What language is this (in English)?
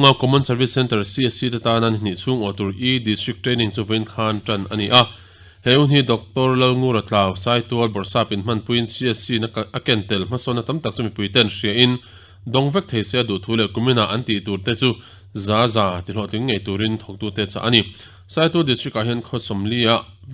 Mizo